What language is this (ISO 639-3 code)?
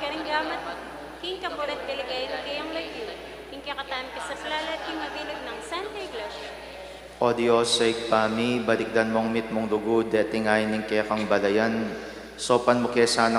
pam